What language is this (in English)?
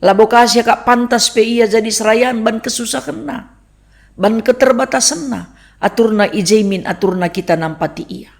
Batak Karo